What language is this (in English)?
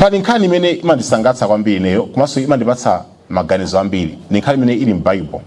Nyanja